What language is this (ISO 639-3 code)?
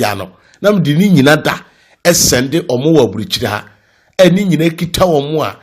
aka